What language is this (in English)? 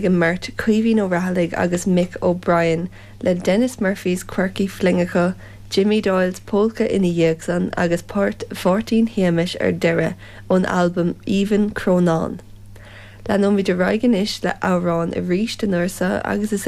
Irish